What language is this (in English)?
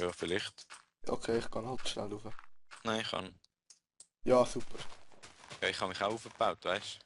Swiss German